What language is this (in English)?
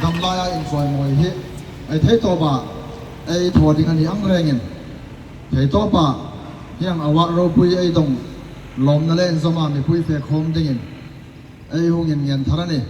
Hmar